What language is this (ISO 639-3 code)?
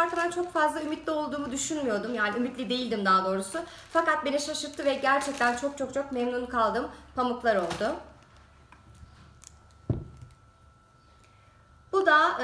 tur